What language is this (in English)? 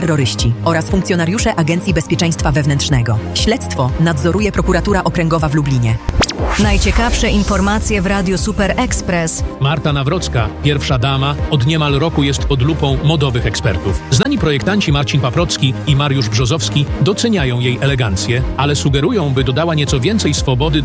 Polish